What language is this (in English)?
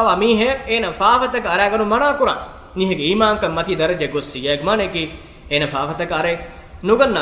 Divehi